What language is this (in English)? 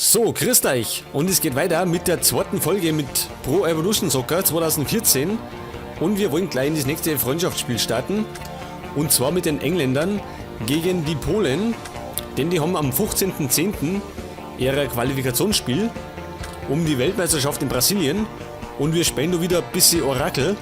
Bavarian